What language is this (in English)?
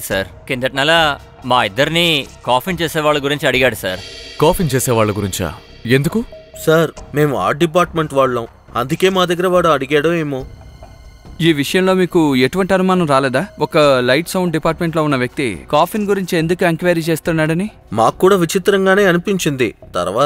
Telugu